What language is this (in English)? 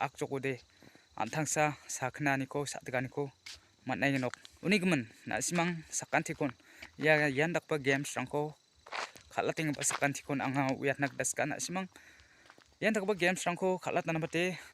Garo